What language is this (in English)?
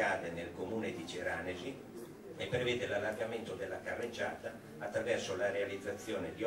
Italian